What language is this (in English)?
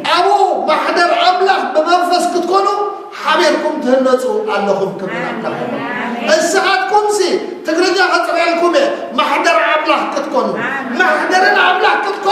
Tigrinya